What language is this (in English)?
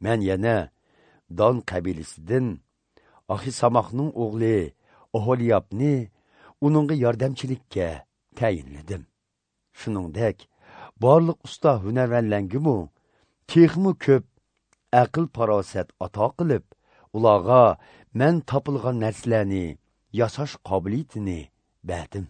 Uyghur